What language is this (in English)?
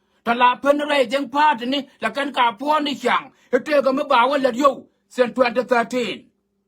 Nuer